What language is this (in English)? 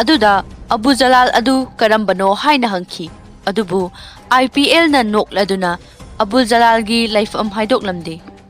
Manipuri